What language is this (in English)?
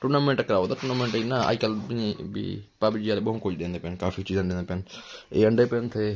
Saraiki